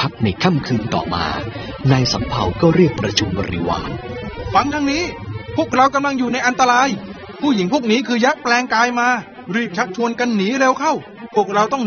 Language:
Thai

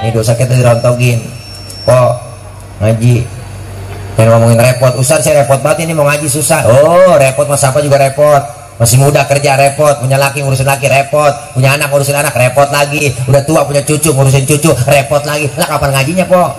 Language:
Betawi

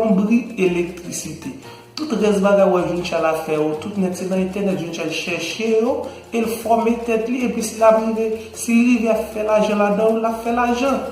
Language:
Haitian Creole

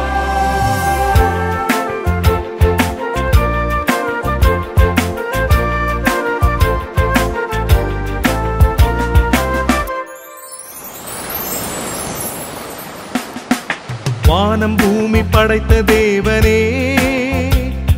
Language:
Tamil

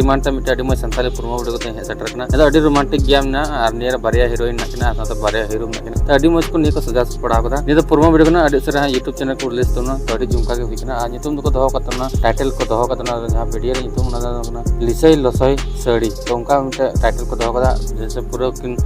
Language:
Santali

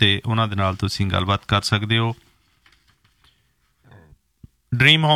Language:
Punjabi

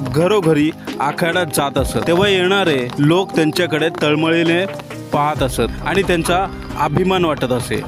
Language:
Marathi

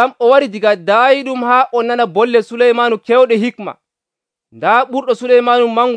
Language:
Nigerian Fulfulde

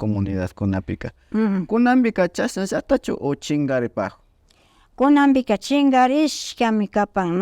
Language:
Imbabura Highland Quichua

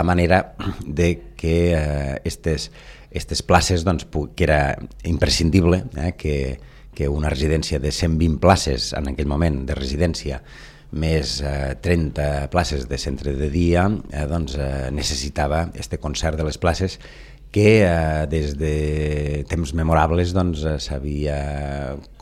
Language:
Catalan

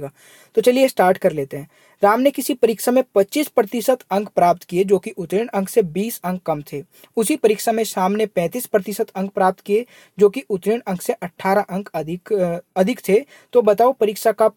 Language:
Hindi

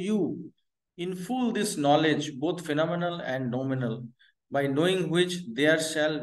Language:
Hindi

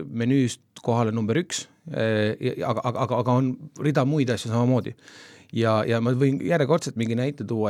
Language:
Estonian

